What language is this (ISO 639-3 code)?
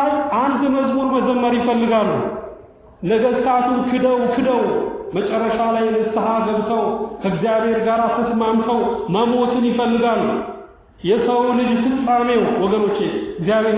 amh